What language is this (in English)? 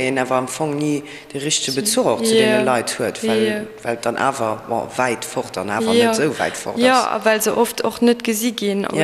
Luxembourgish